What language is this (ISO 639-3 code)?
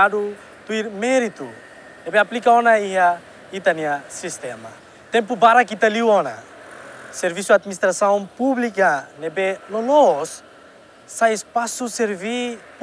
tet